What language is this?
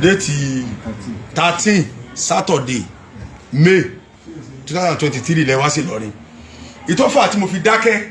Yoruba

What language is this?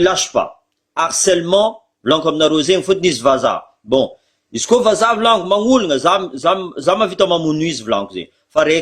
Malagasy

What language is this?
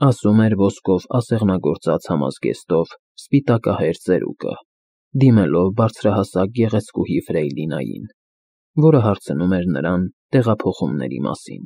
Armenian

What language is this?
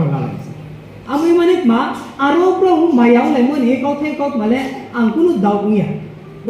Riang (India)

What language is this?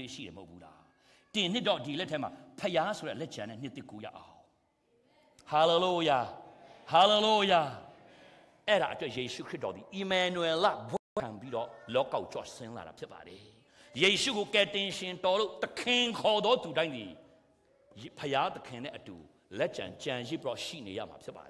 Burmese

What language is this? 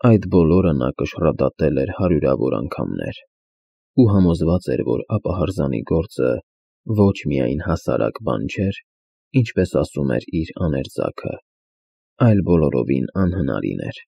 Armenian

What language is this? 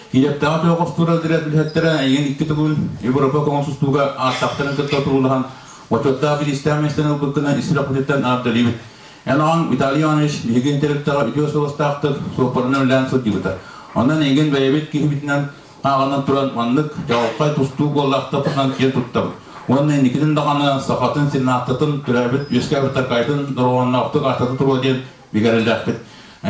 Yakut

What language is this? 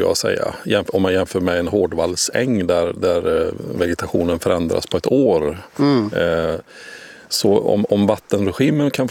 Swedish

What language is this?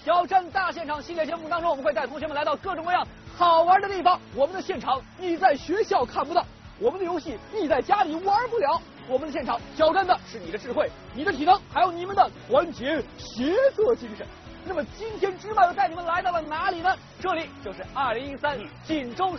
Chinese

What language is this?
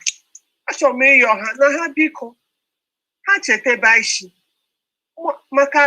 Igbo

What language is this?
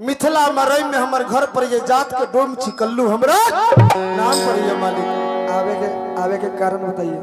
Maithili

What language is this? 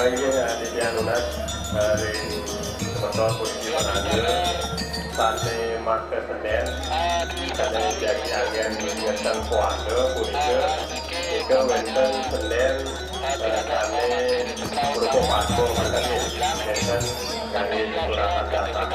Balinese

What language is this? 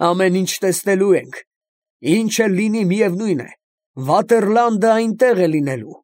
Armenian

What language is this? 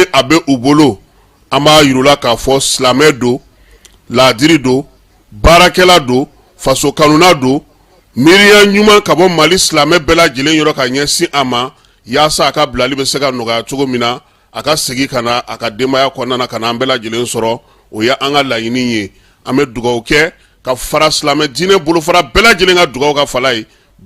Bambara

